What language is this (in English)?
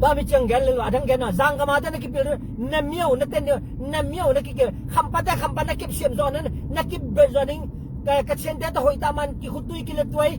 Tedim Chin